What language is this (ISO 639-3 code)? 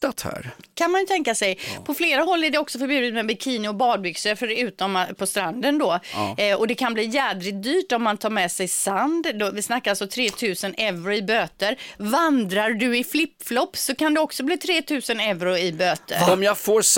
swe